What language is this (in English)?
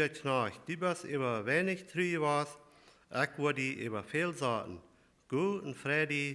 Plautdietsch